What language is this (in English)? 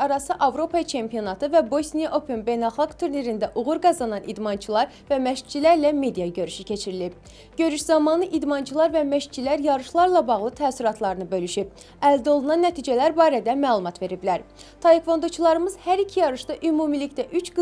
Azerbaijani